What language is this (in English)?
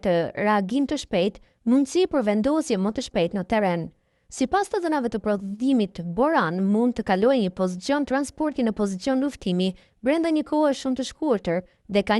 Albanian